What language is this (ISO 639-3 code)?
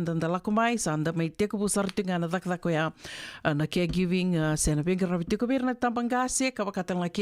fij